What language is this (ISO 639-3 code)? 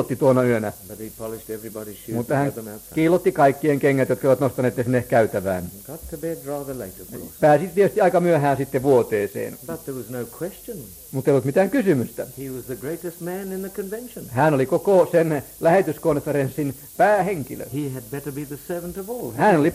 fin